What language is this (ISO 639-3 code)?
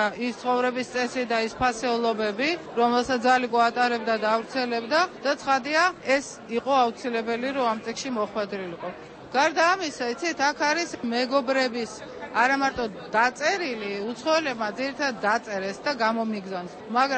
kat